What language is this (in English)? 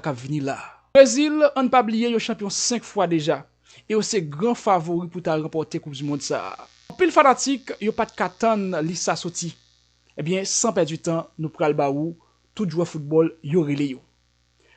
Haitian Creole